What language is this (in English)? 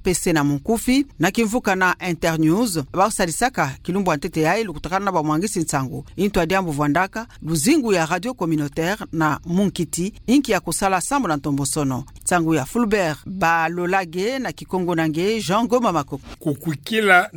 Kituba (Democratic Republic of Congo)